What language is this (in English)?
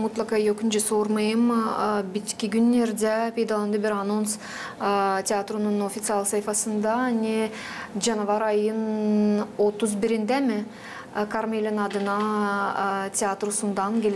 Gagauz